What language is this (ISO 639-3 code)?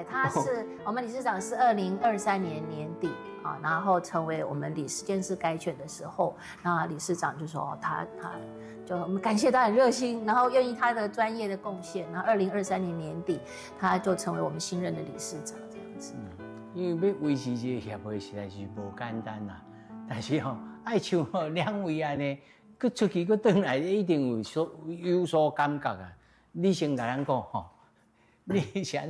nan